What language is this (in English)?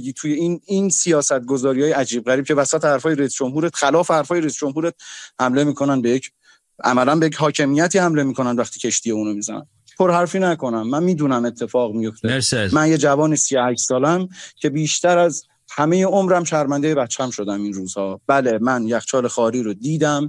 Persian